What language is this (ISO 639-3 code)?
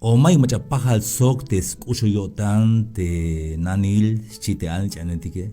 tzh